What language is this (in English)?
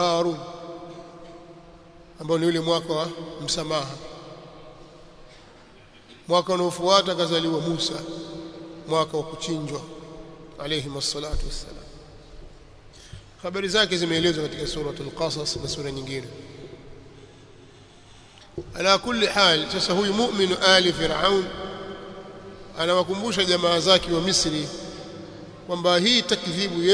Swahili